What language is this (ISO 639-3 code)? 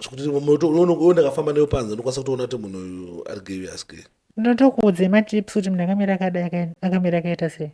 sna